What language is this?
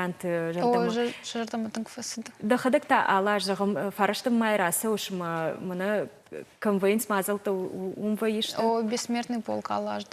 Ossetic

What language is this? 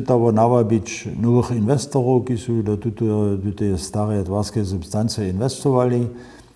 Upper Sorbian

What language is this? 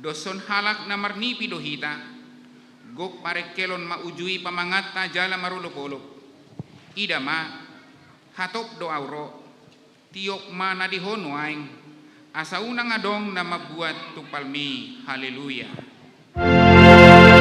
Batak Toba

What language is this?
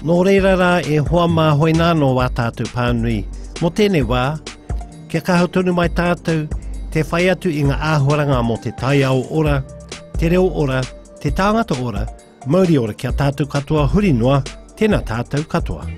Māori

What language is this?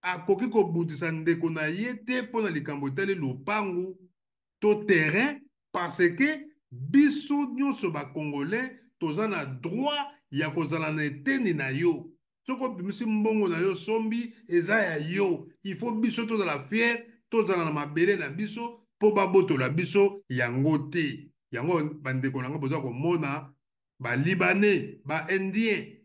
Lingala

